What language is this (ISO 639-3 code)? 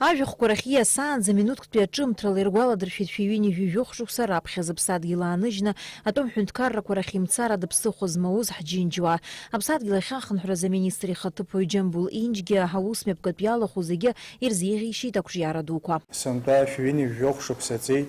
abk